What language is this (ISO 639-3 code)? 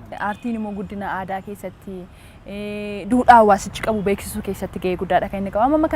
orm